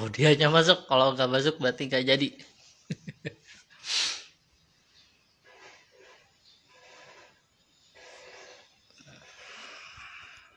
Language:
Indonesian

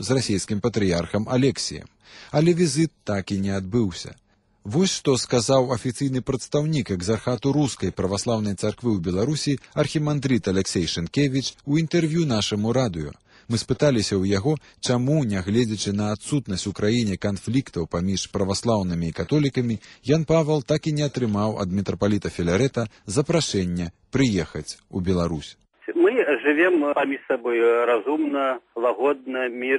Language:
Belarusian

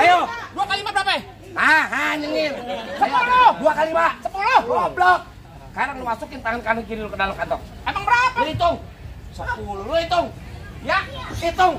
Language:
Betawi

